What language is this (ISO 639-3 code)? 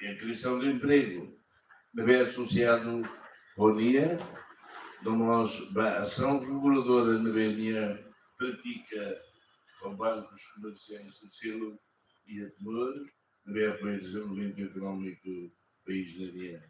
tet